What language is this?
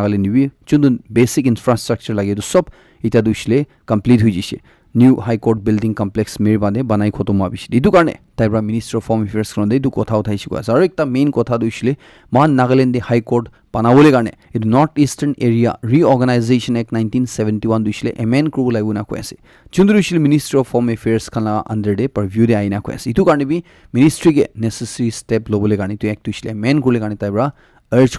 Naga Pidgin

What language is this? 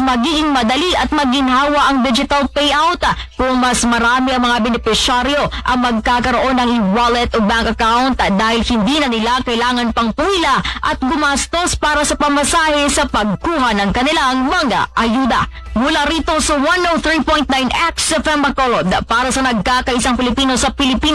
Filipino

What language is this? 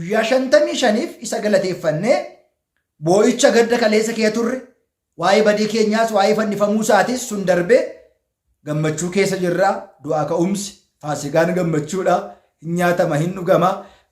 Oromo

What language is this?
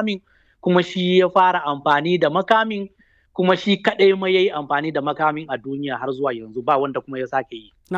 Hausa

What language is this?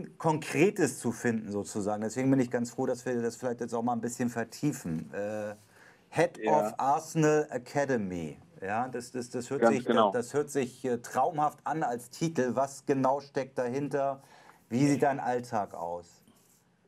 German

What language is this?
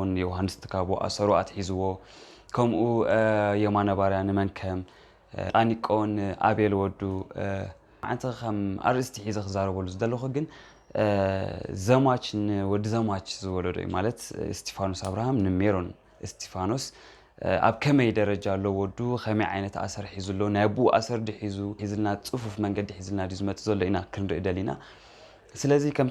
Tigrinya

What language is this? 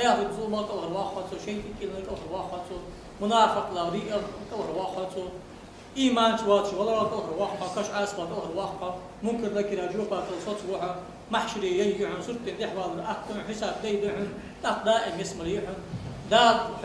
Ingush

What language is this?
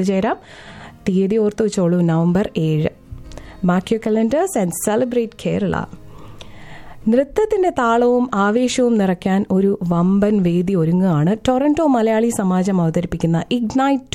Malayalam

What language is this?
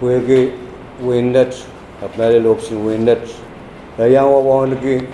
Pohnpeian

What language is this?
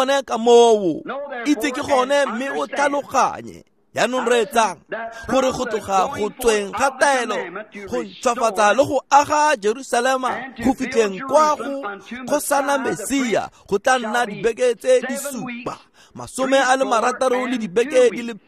Tswana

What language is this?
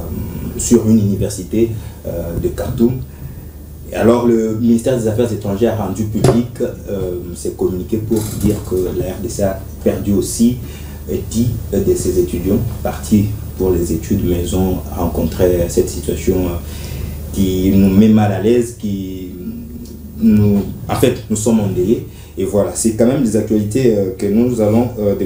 French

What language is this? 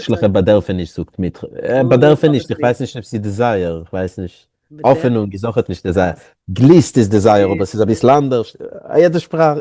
Yiddish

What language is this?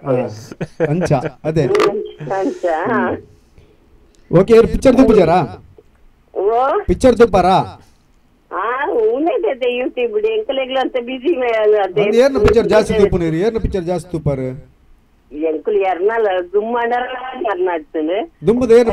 Tulu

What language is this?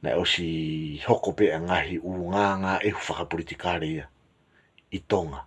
Tongan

